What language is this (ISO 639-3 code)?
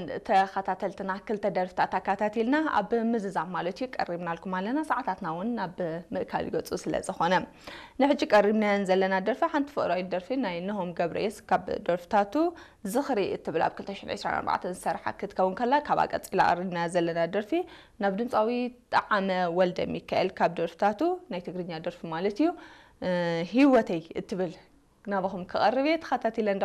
tir